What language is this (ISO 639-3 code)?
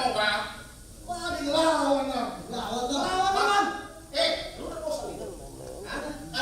bew